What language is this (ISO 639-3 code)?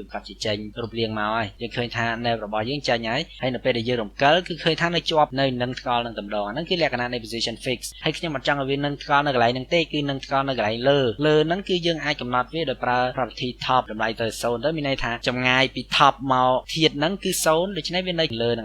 khm